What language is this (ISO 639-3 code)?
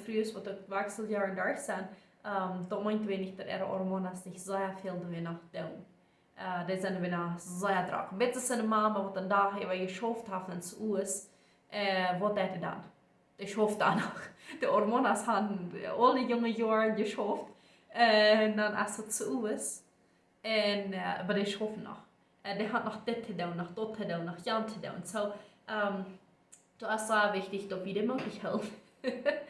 pdt